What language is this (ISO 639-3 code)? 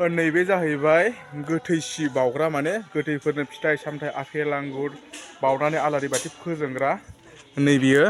brx